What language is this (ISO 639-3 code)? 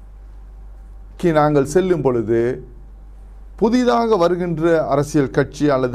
tam